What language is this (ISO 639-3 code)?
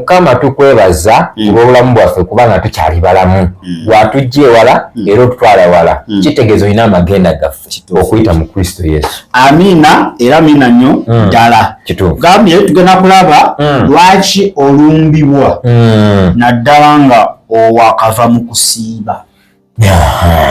lug